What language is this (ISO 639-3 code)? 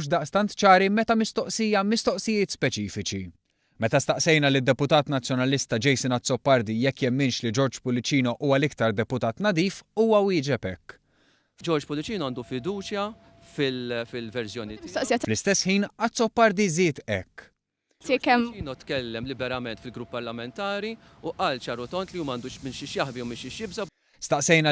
mlt